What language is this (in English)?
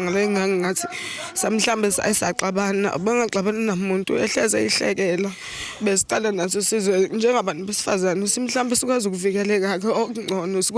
Zulu